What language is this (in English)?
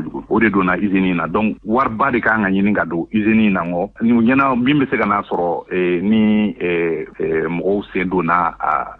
Bambara